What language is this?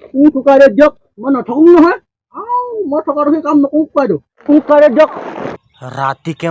Assamese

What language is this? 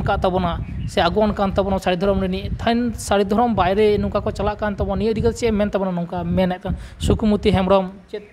Santali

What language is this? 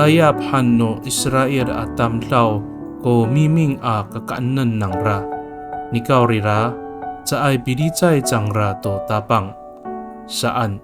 Amis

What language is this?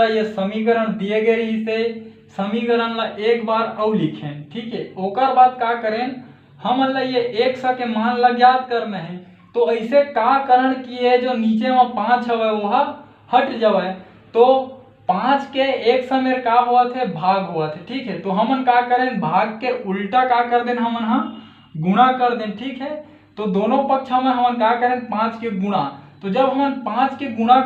Chhattisgarhi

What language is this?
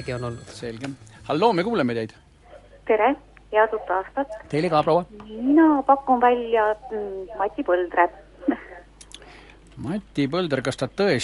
Estonian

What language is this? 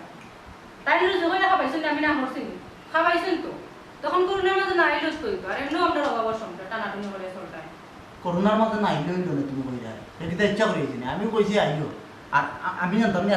Sylheti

